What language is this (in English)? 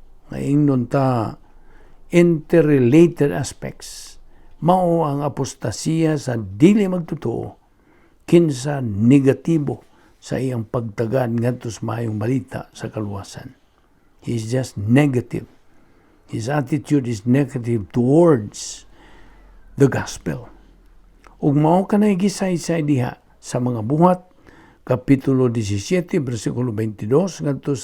Cebuano